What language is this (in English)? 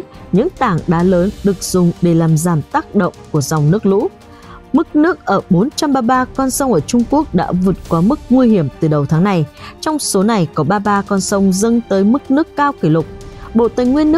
Vietnamese